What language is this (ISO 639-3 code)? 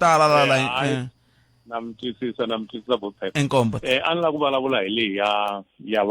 tso